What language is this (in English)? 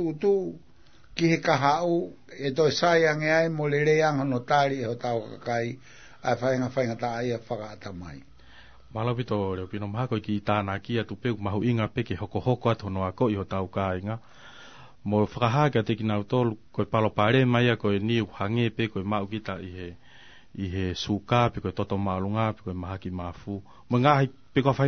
Tongan